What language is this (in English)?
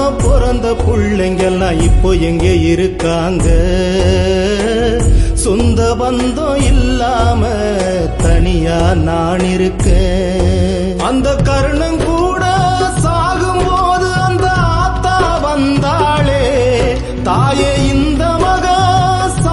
Tamil